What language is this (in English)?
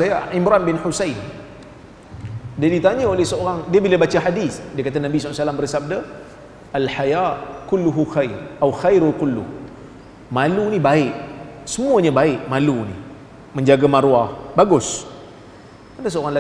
Malay